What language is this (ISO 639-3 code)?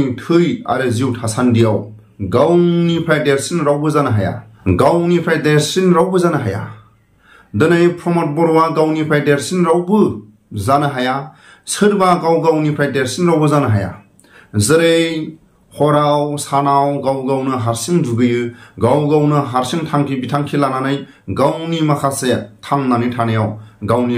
brx